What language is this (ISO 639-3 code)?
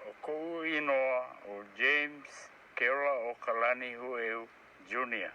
haw